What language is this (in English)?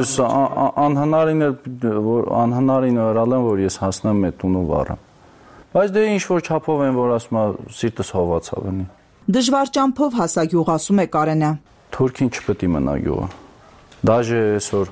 Armenian